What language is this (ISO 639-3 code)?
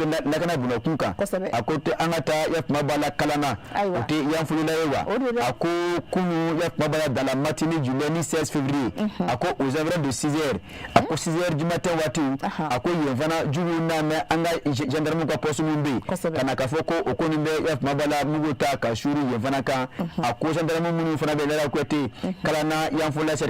bam